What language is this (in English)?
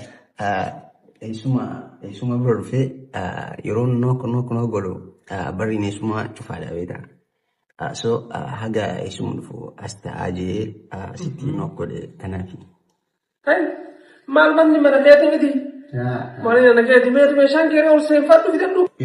Oromo